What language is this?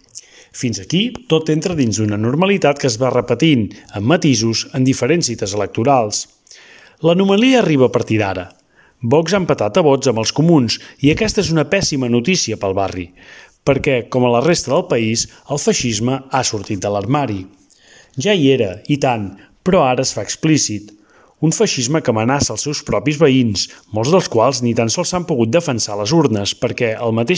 Catalan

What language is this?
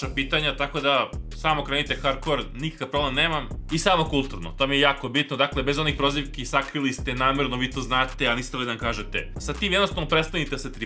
Serbian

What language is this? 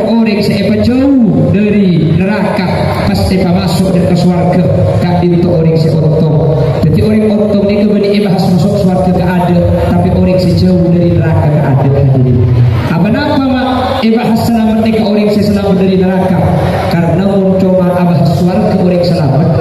Madurese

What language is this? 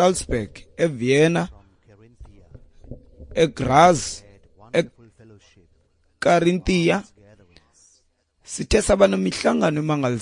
Xhosa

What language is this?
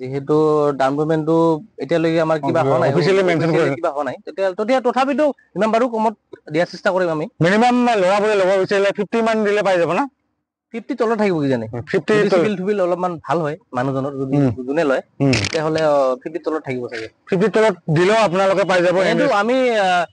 Assamese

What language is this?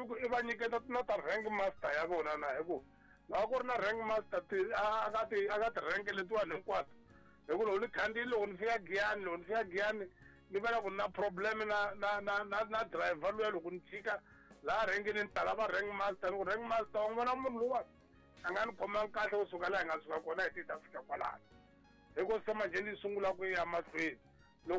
Tsonga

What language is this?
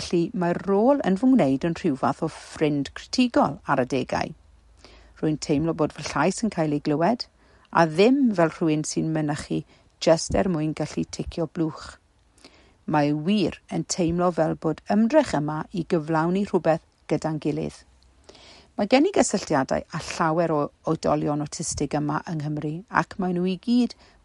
Welsh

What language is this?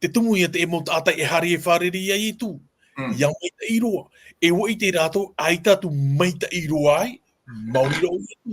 Tahitian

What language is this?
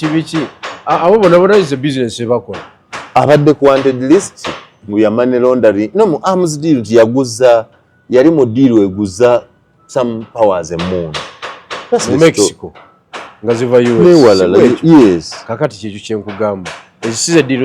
Ganda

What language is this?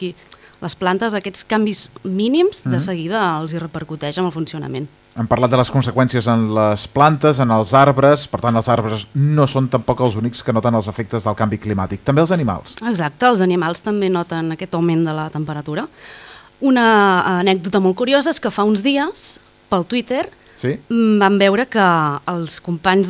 Catalan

